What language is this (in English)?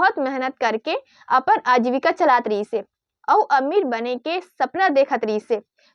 Chhattisgarhi